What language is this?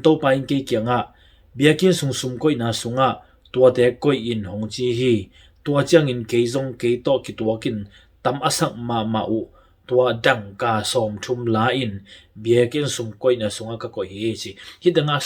Tedim Chin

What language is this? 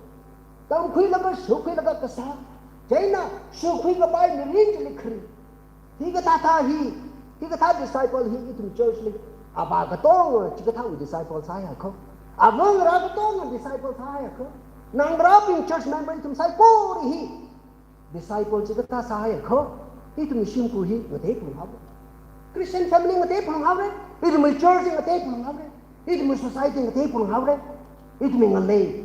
Tangkhul Naga (India)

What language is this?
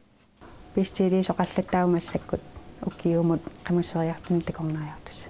Kalaallisut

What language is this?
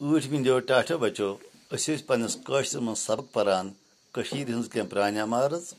Kashmiri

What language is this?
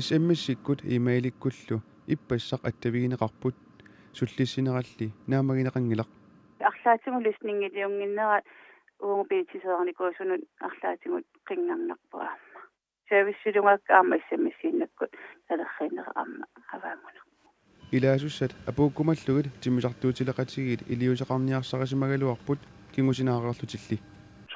Kalaallisut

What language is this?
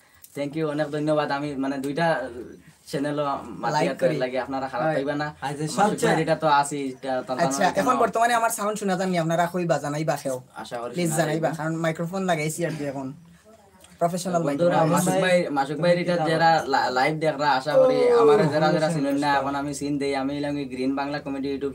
Sylheti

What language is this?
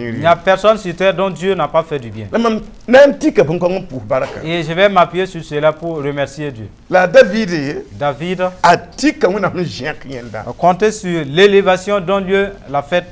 Mossi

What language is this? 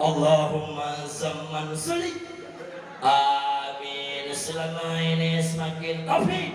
Achinese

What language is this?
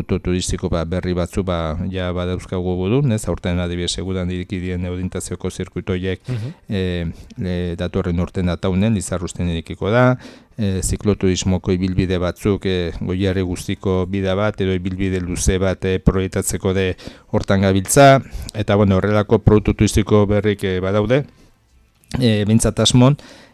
Basque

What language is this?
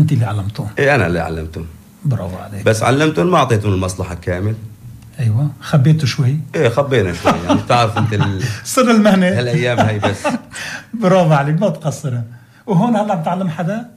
North Levantine Arabic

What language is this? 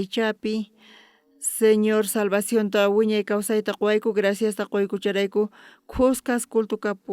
South Bolivian Quechua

